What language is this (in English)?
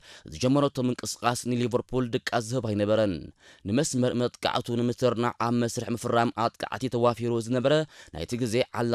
Tigrinya